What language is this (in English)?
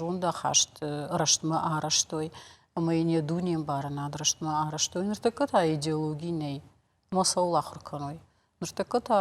Ossetic